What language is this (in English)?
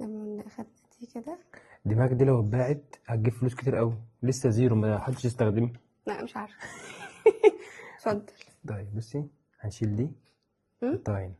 Egyptian Arabic